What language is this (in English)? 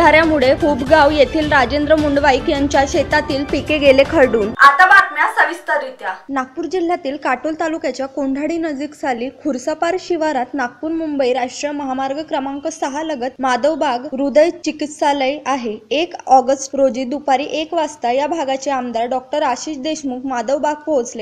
Marathi